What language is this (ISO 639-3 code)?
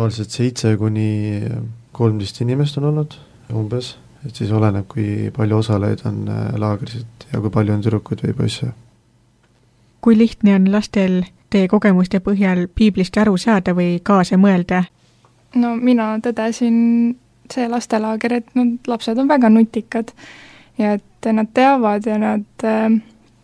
est